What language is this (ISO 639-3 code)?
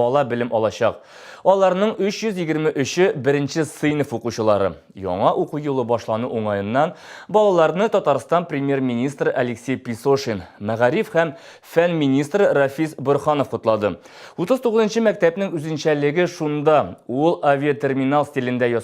tat